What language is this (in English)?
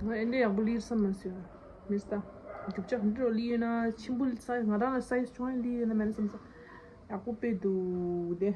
Tibetan